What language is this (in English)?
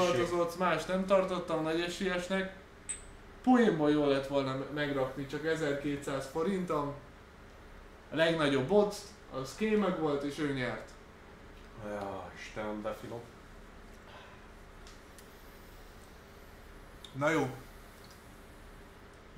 Hungarian